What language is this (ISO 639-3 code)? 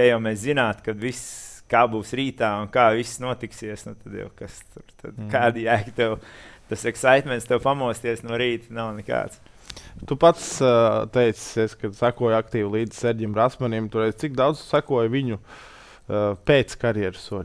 lav